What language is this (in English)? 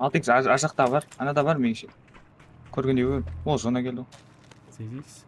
Kara-Kalpak